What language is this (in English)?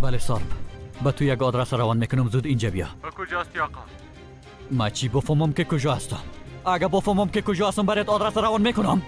Persian